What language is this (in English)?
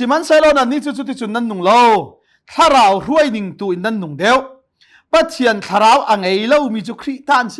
Hakha Chin